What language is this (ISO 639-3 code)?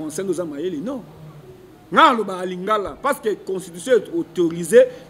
lin